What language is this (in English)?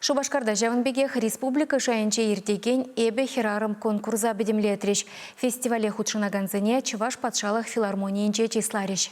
Chuvash